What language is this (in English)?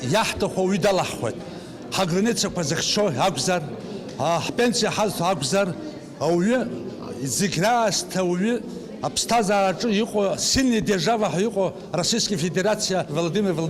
Abkhazian